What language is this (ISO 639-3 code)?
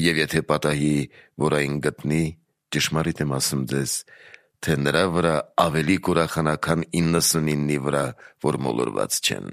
hye